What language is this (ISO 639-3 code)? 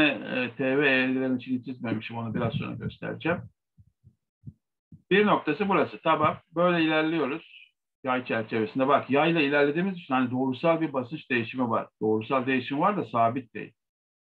tur